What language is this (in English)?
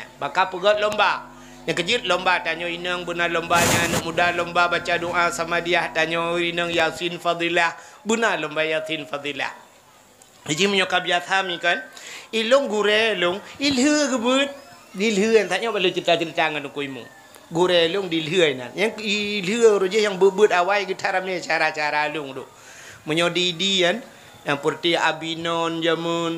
Achinese